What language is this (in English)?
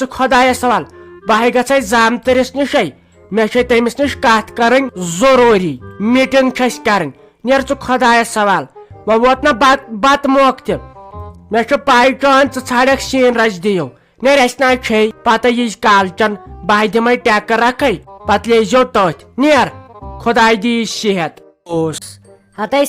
Kashmiri